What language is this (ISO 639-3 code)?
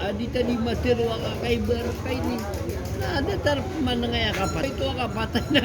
mrw